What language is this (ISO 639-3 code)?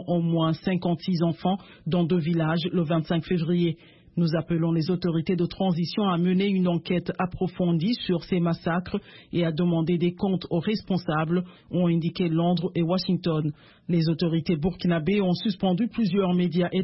fra